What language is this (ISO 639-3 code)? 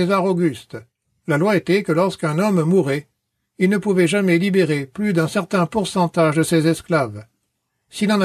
fra